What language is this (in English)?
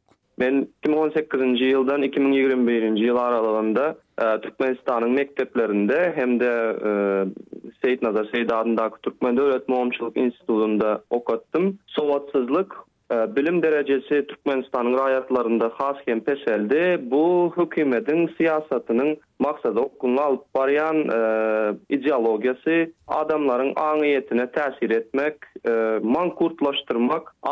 Turkmen